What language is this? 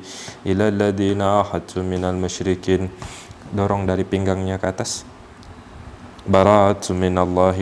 Indonesian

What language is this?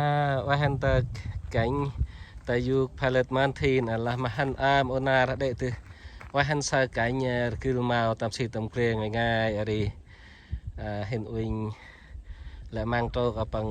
Central Mnong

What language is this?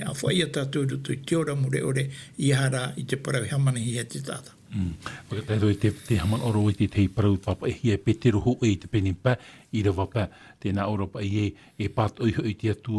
Tahitian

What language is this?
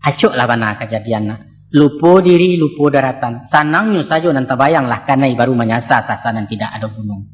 Minangkabau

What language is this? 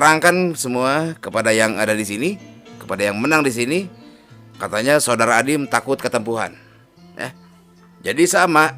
Sundanese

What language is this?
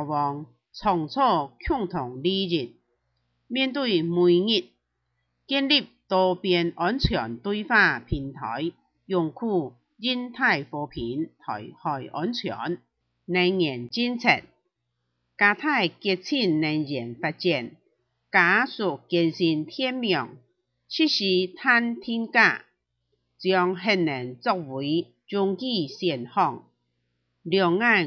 Hakka Chinese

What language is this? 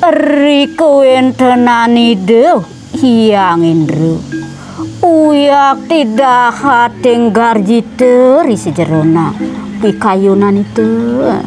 Balinese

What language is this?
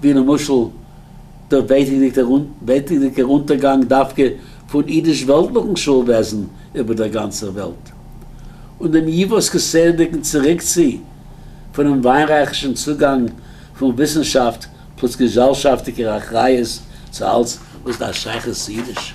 Yiddish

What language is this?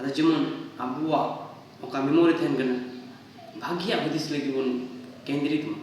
Santali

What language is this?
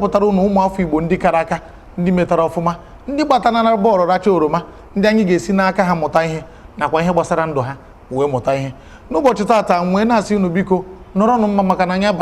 Igbo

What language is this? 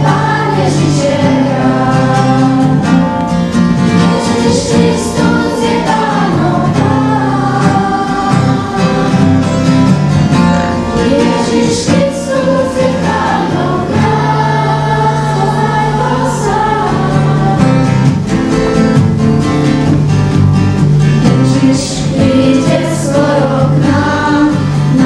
Slovak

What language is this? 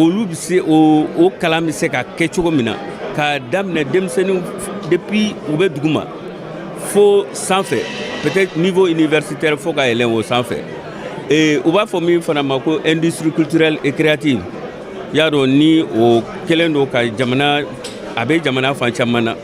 Bambara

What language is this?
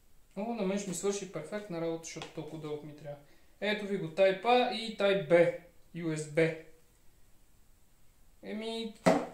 Bulgarian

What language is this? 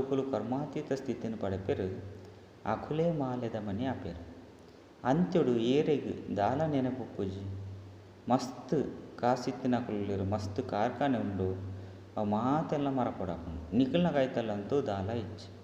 Tulu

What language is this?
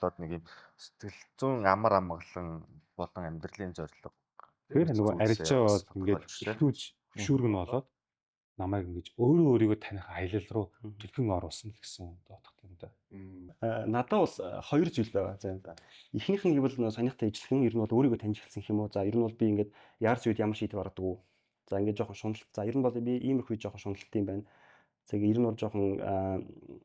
Mongolian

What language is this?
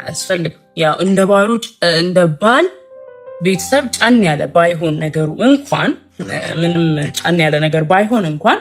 Amharic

